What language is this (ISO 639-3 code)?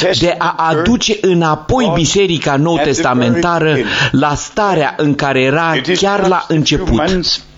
ron